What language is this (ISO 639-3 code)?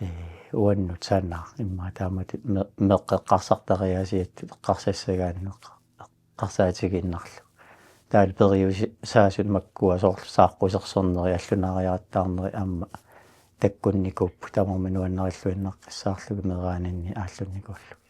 kal